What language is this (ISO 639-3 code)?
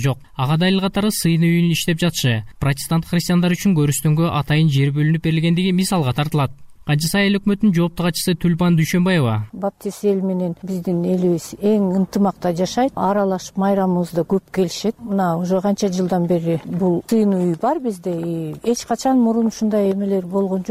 kir